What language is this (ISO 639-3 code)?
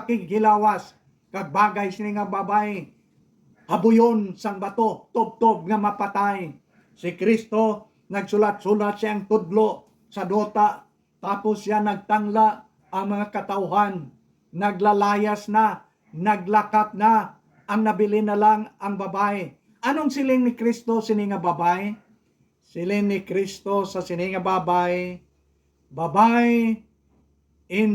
hil